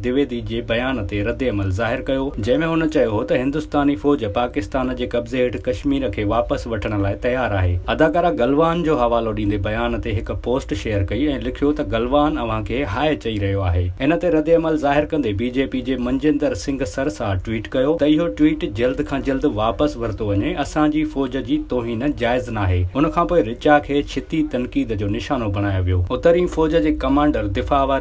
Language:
Sindhi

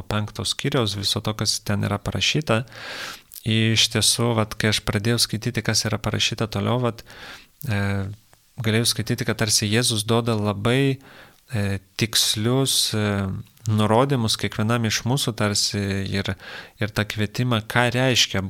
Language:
Lithuanian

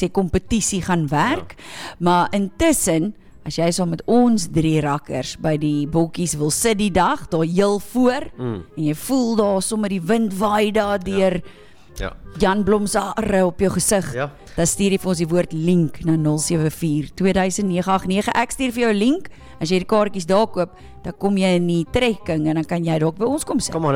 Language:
Afrikaans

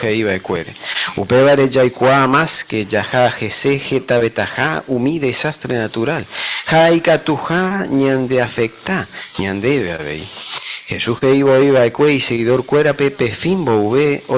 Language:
Guarani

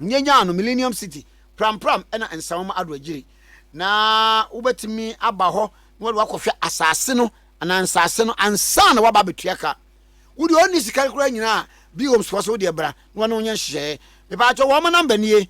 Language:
Akan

